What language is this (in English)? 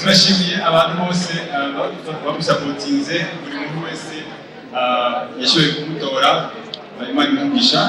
Kinyarwanda